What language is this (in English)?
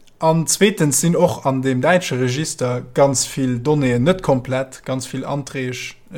Luxembourgish